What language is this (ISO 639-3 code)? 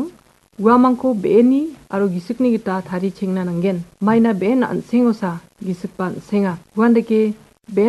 grt